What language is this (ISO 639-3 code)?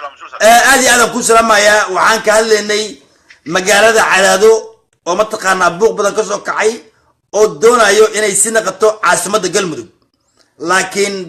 som